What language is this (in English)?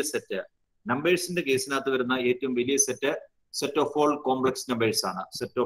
Malayalam